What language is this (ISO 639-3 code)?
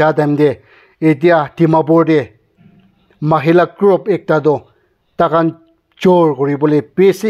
nag